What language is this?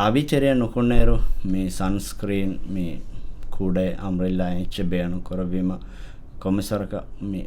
Divehi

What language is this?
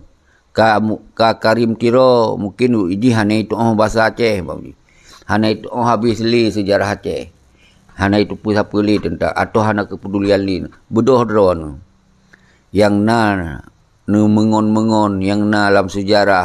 Achinese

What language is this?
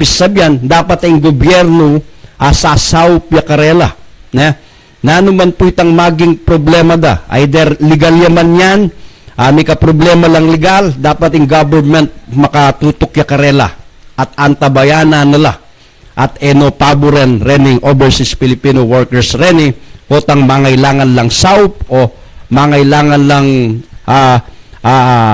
Pampanga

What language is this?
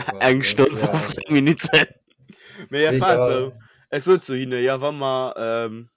Luxembourgish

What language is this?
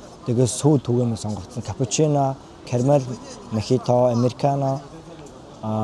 Mongolian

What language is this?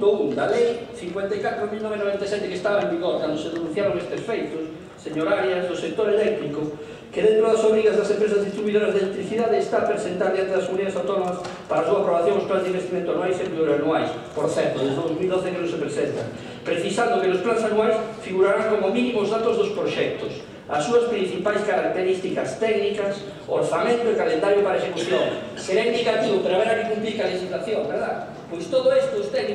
Galician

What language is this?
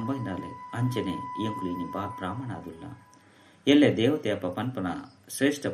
Tulu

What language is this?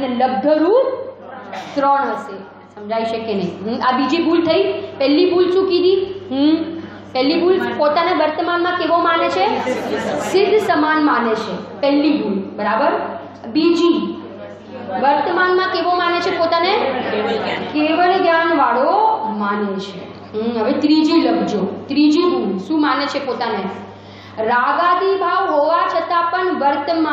Gujarati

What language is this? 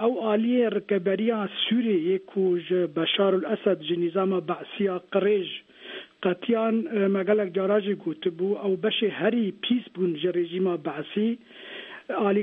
Kurdish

